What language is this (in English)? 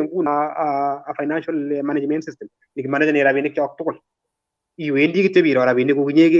Kalenjin